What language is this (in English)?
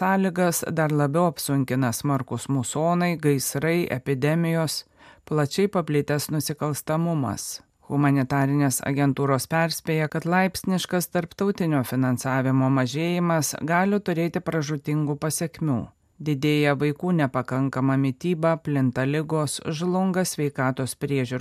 Lithuanian